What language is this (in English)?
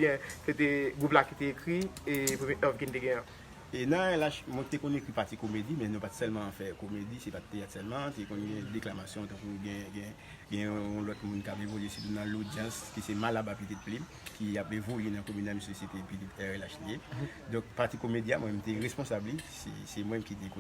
Haitian Creole